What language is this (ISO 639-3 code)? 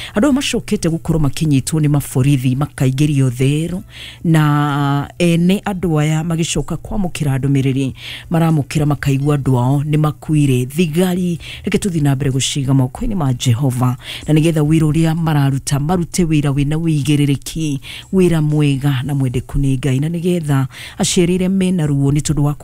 kik